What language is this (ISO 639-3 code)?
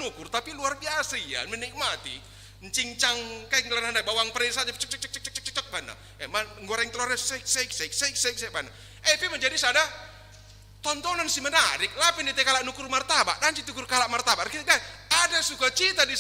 btx